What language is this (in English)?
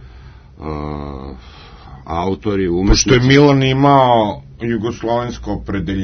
Serbian